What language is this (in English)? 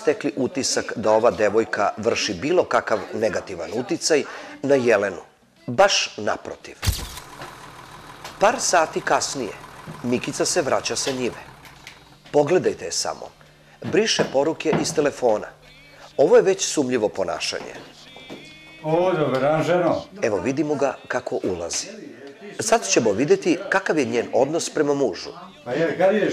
Serbian